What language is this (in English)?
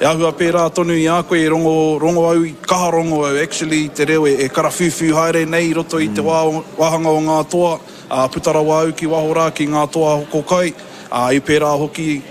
Māori